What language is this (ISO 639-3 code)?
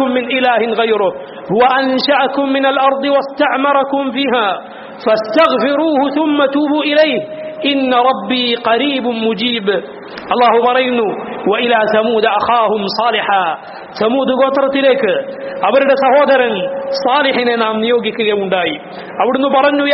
mal